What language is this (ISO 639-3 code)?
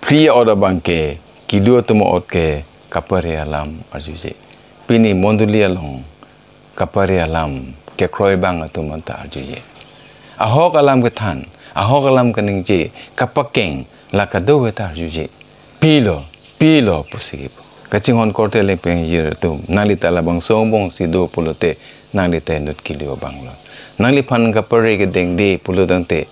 mjw